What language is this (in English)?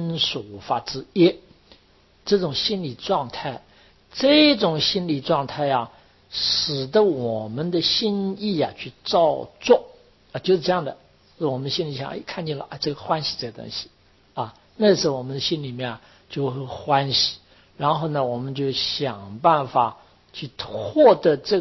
Chinese